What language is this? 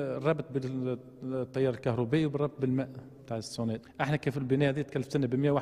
Tunisian Arabic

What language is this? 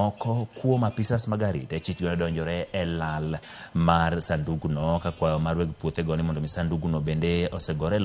Luo (Kenya and Tanzania)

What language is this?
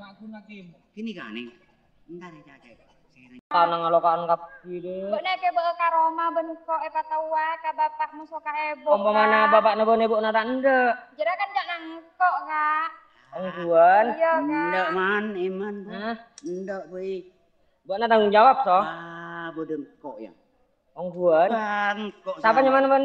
Madurese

